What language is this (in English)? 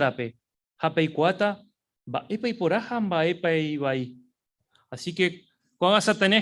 Guarani